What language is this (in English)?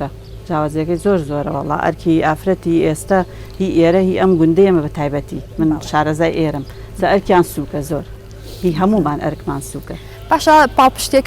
Central Kurdish